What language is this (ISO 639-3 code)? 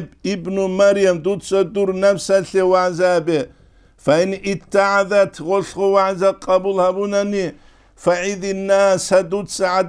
ava